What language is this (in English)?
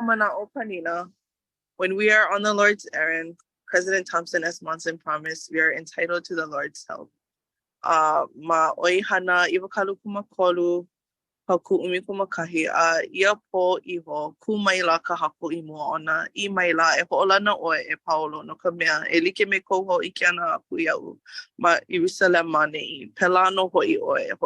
Hawaiian